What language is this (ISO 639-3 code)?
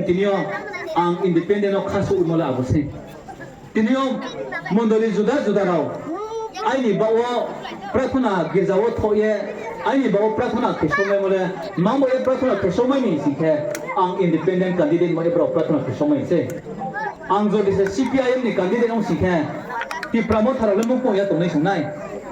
ria